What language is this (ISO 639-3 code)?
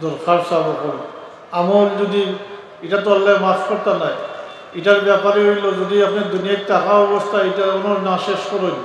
syl